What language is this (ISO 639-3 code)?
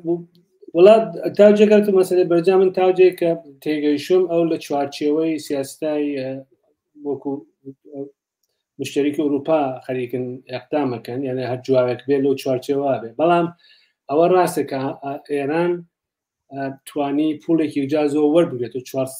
ckb